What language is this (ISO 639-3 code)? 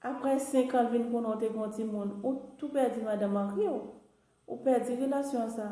hat